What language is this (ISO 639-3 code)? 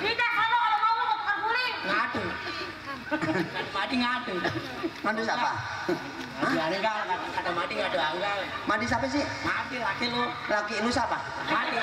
bew